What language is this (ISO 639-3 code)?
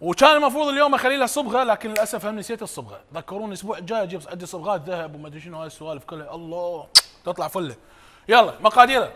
acm